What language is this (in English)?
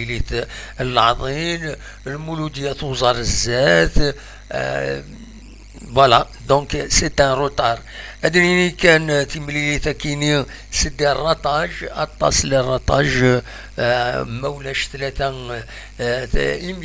Kabyle